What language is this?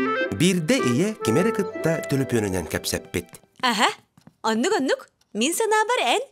Yakut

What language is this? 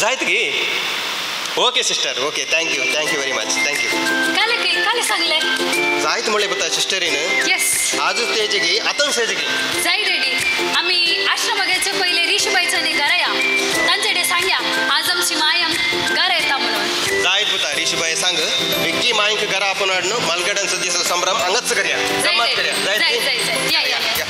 Konkani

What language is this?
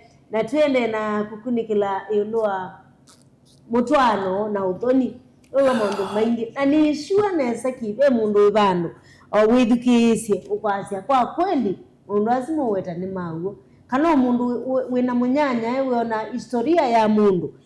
Kamba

